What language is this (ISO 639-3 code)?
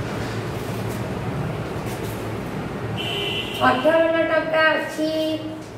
ori